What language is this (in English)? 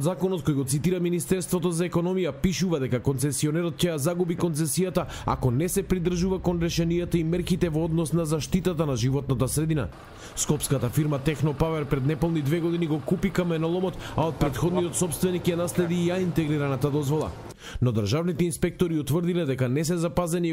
Macedonian